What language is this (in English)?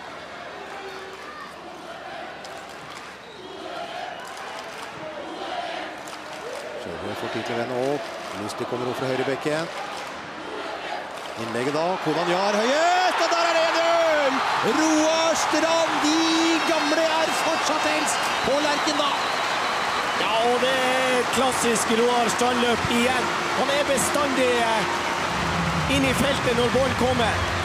Norwegian